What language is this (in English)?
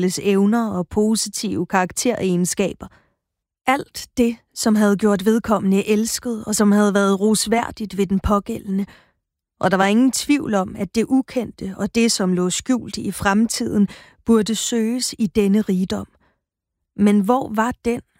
Danish